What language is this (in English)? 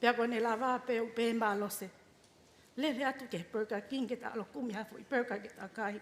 Tongan